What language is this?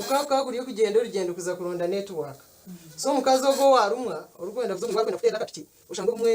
Nyankole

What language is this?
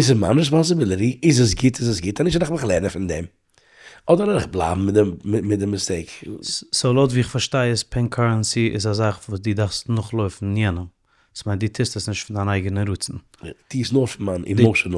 Yiddish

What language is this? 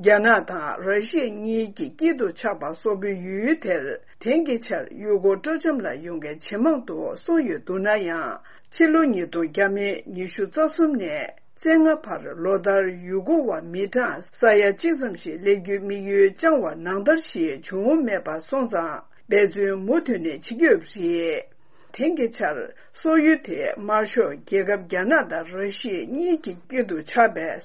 Tibetan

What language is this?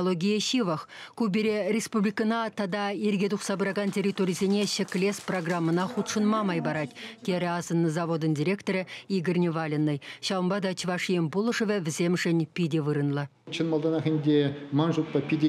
Chuvash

